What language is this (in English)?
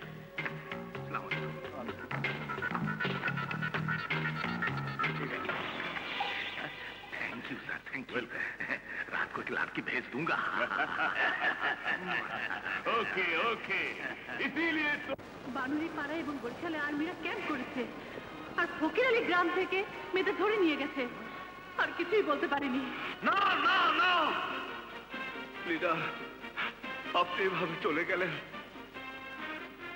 Bangla